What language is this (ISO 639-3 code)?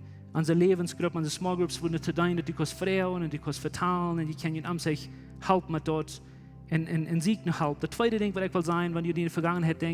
pdt